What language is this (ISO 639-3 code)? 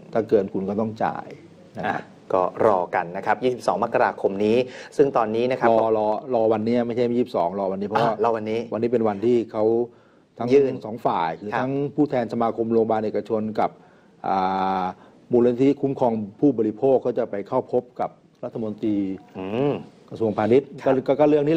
tha